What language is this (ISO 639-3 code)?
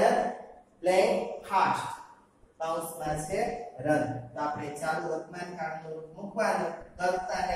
guj